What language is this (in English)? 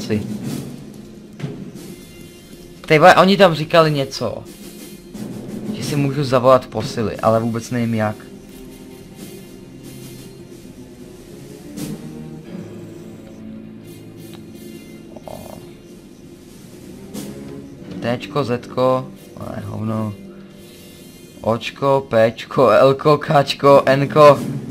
Czech